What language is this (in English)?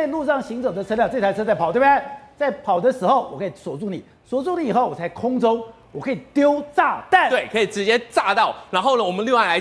Chinese